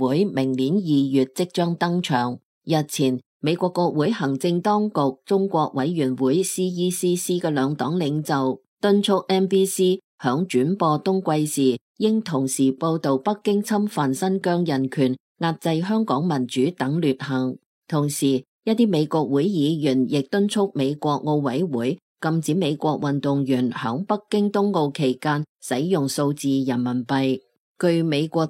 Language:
Cantonese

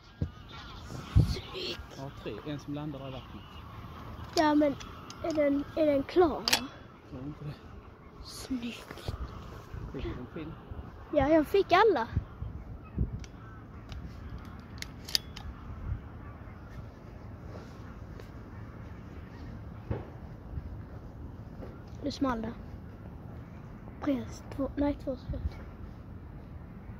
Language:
Swedish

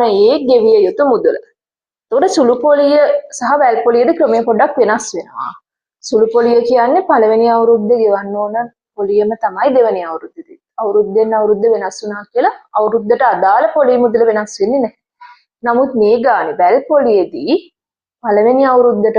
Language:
Sinhala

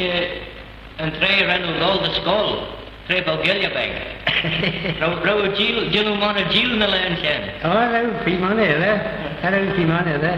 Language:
Manx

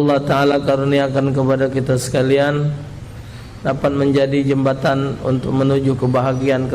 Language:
Musi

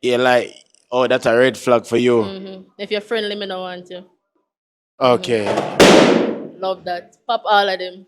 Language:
Jamaican Creole English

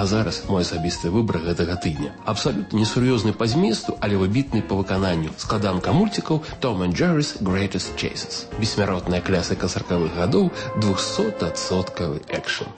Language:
Belarusian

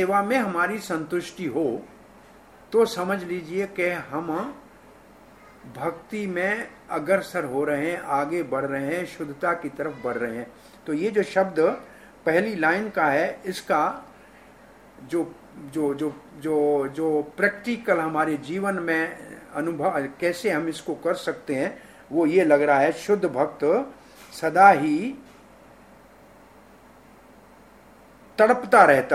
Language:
Hindi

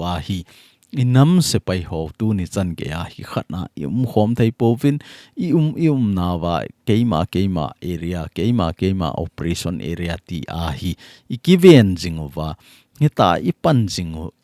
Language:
Thado Chin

